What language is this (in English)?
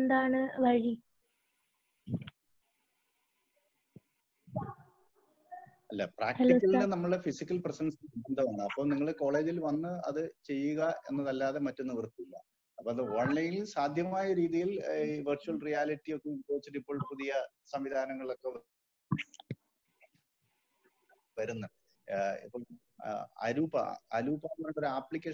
Malayalam